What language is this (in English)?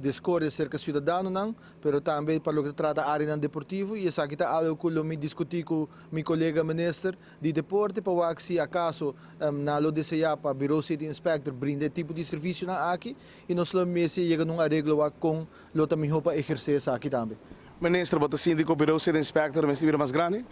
Papiamento